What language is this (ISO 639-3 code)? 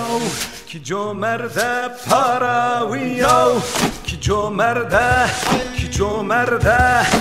tur